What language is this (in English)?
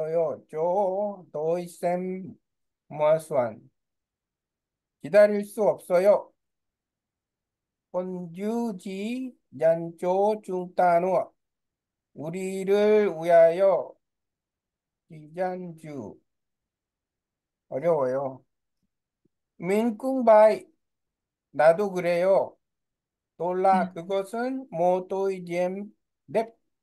Korean